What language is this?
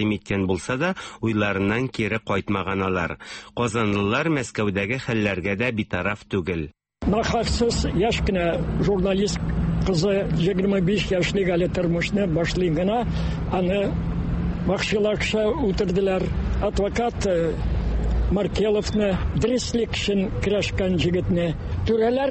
Tatar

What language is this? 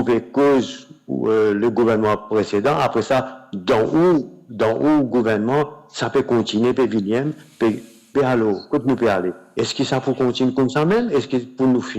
Morisyen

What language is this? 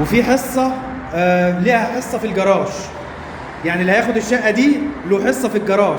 Egyptian Arabic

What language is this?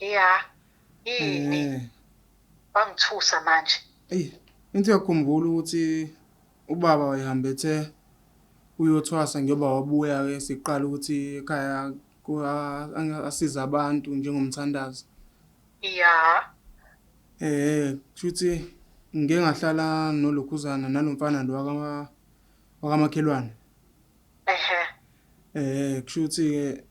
Zulu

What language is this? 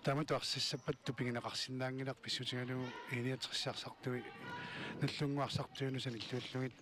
Kalaallisut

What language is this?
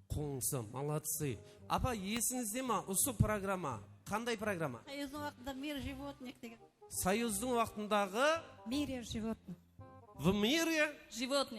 Kara-Kalpak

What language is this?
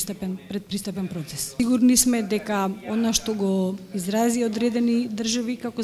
Macedonian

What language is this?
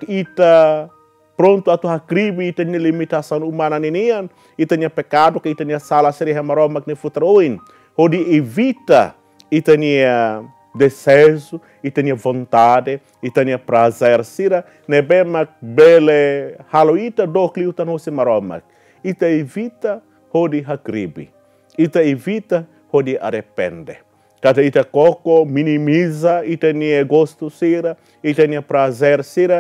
Tetum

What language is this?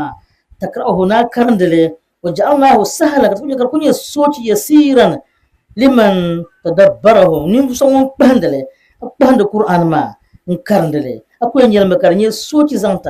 Dagbani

